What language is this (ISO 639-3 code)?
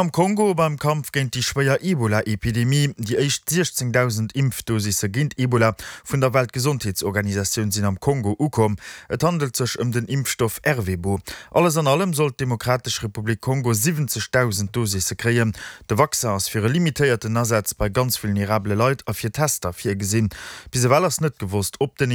ltz